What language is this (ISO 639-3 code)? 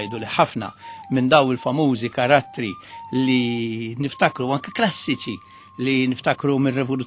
mlt